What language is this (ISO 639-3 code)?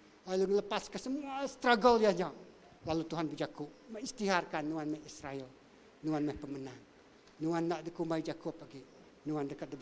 iba